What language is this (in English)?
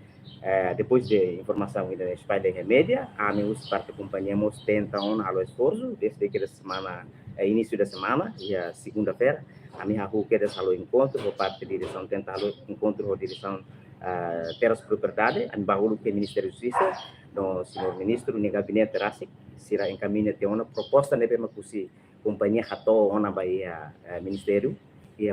Tetum